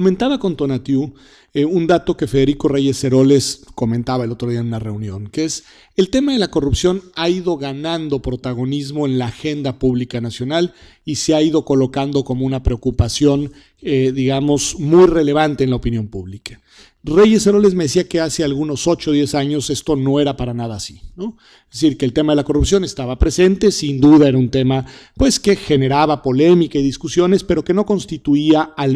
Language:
Spanish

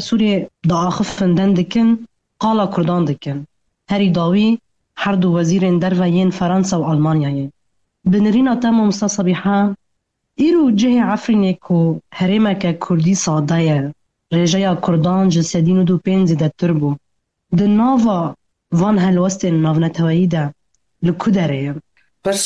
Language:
Kurdish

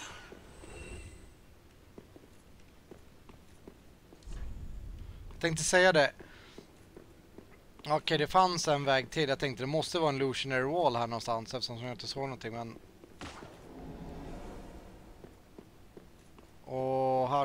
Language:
Swedish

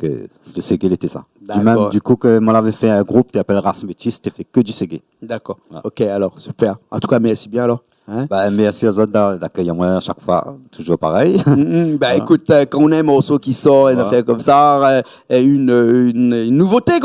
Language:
Réunion Creole French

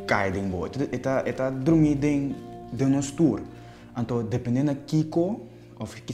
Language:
Papiamento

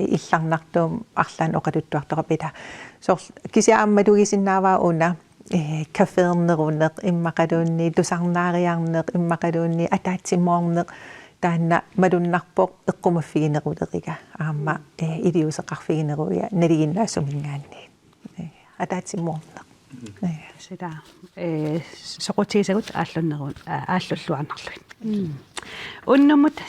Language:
Kalaallisut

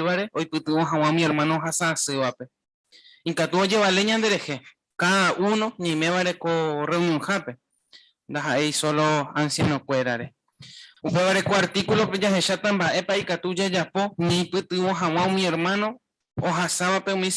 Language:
Guarani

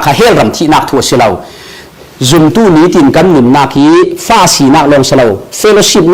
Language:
Falam Chin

